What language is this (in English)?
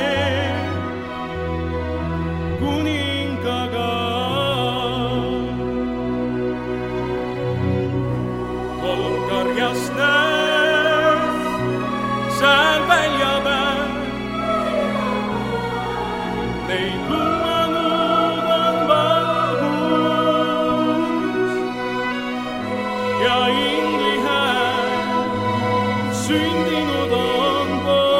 Estonian